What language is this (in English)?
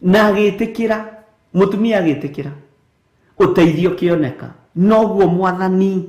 Kikuyu